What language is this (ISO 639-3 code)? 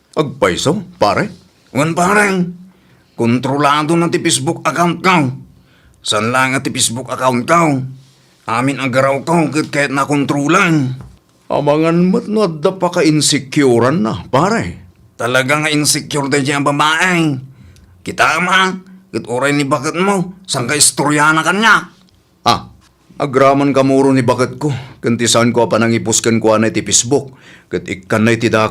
ilo